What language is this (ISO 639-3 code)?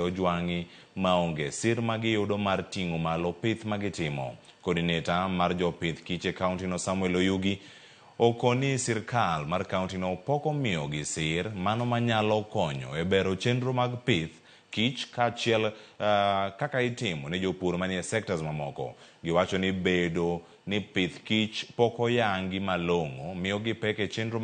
luo